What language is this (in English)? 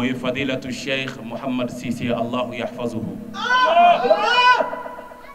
Bambara